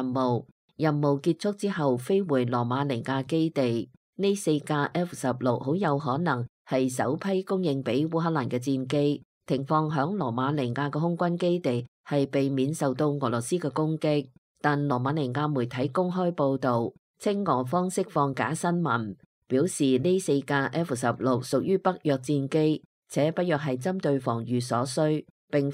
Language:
Cantonese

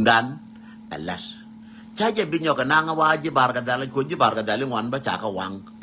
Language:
Nuer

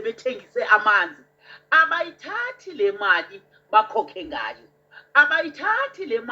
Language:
Zulu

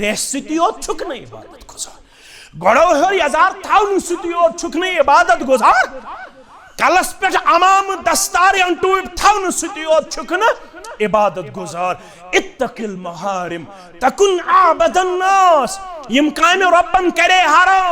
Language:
Kashmiri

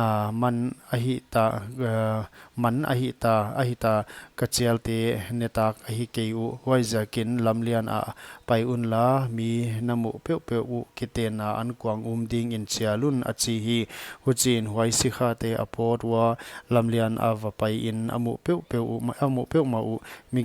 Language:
Paite Chin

